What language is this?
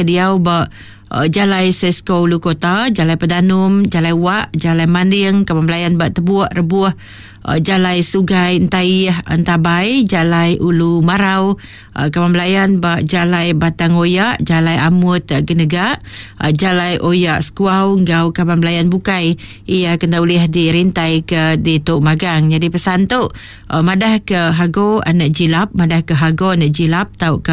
Iban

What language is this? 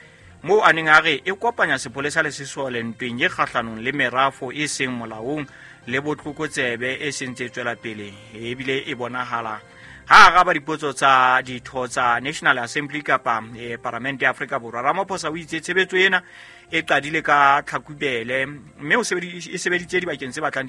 Southern Sotho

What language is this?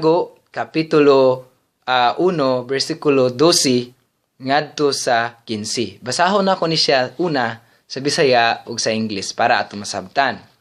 Cebuano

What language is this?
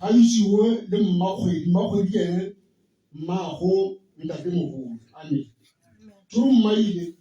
Tswana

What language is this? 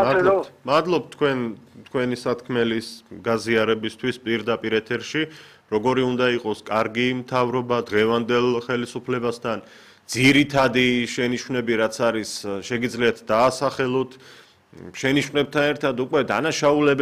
Georgian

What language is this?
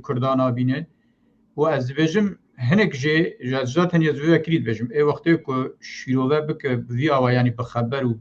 Kurdish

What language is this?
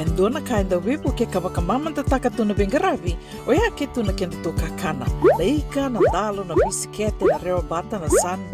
Fijian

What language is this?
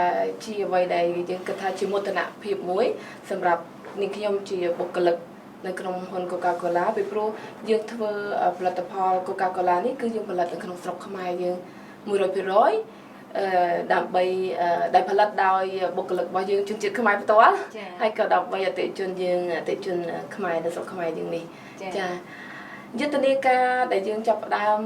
Khmer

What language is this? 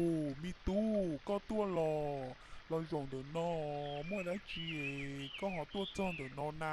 Hmong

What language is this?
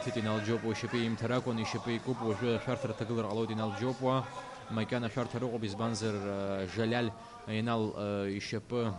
Abkhazian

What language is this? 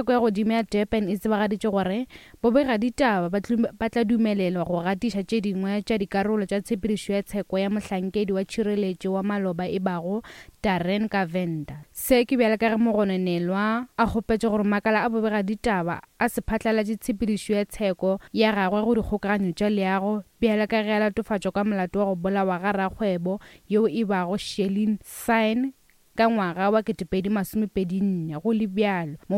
Northern Sotho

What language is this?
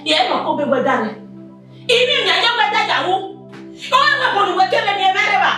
Bini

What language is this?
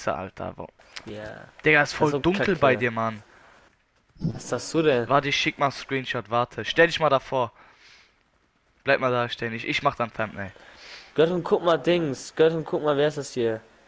German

